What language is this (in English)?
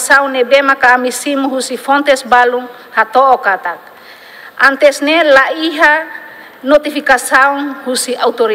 Tetum